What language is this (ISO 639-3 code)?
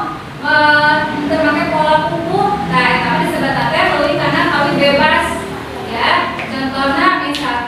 sun